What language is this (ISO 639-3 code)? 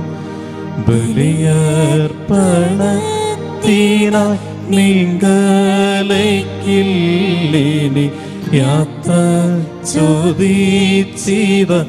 mal